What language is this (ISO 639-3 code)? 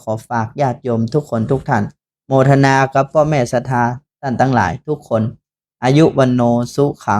nod